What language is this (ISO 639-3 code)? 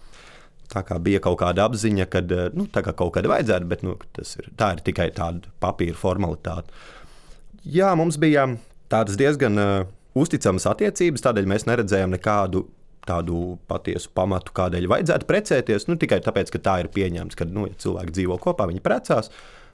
lav